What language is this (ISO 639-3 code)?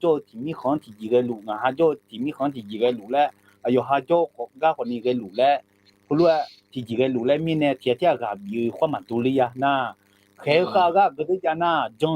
ahk